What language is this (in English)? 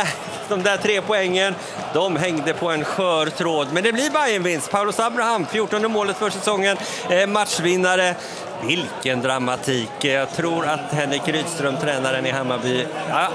Swedish